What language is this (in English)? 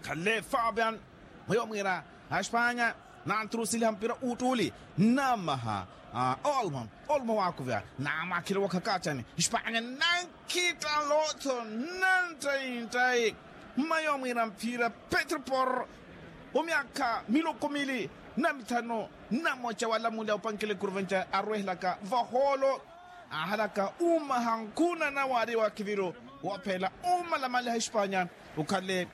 Makhuwa